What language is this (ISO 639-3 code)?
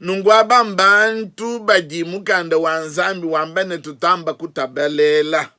lua